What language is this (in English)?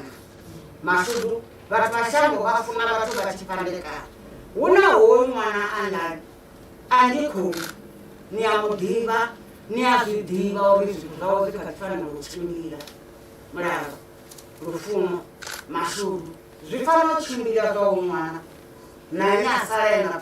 Venda